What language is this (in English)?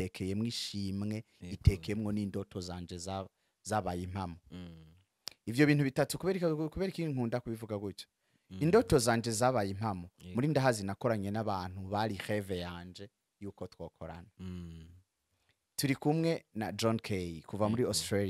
Rundi